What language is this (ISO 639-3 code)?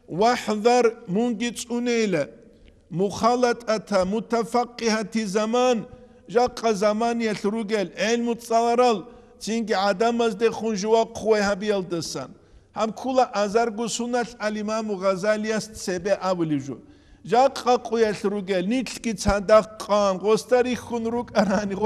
ava